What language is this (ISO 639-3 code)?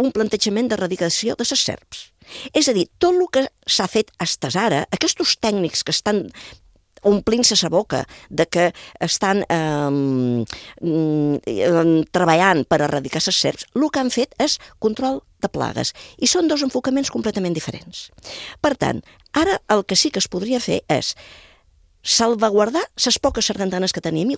cat